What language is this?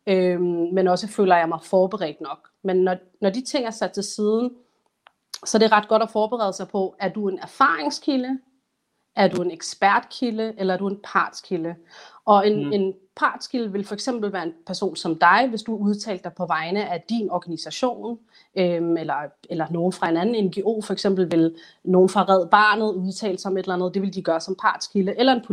Danish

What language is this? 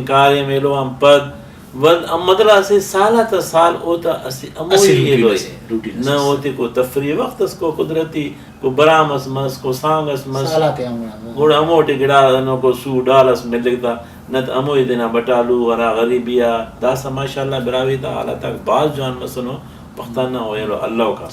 Brahui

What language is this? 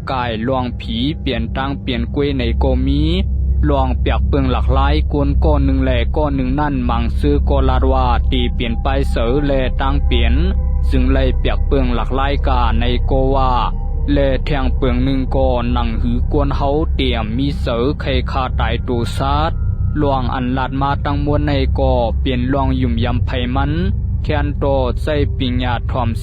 Shan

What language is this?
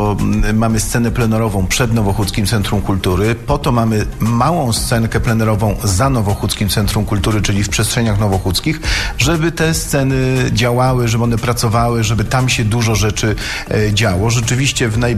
Polish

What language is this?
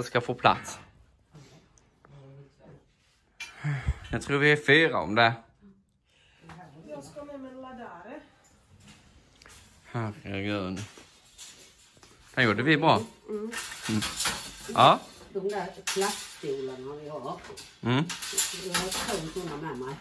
Swedish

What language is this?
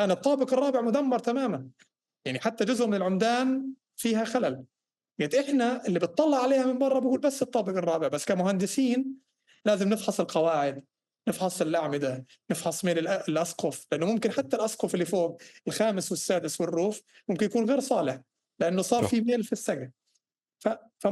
North Levantine Arabic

